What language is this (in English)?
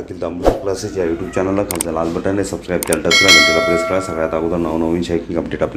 Marathi